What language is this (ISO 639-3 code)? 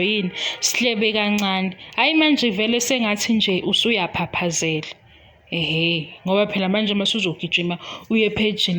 zul